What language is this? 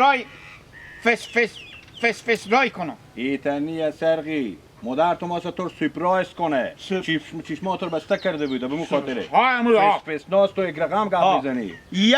Hazaragi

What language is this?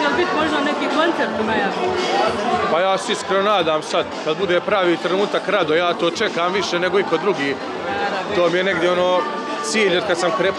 Bosnian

